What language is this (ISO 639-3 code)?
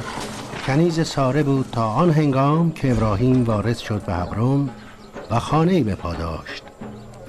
tgk